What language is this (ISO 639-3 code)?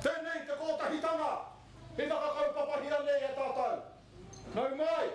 mri